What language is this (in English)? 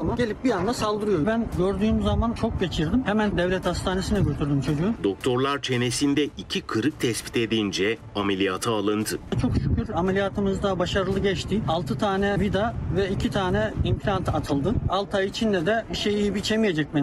Turkish